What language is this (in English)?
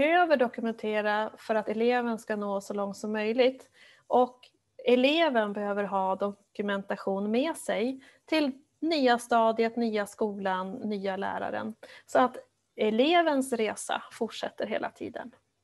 Swedish